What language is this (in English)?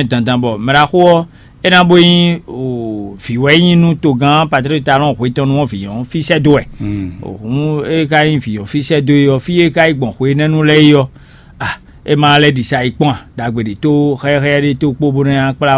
Fon